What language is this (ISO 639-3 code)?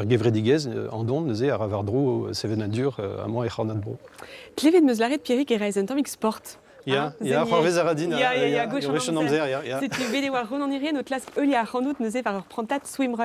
bre